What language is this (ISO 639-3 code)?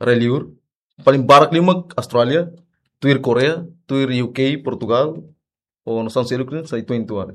tet